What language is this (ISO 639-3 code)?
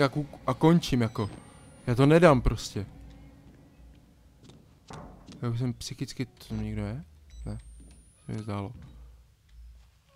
ces